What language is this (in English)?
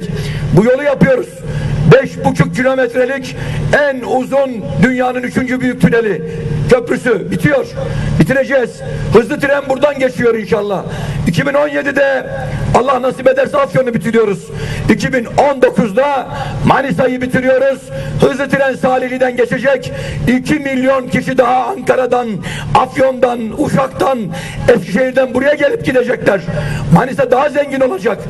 Turkish